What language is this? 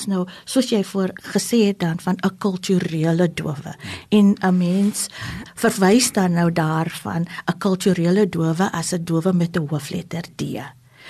Afrikaans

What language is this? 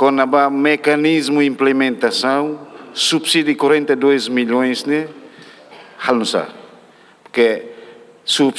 Tetum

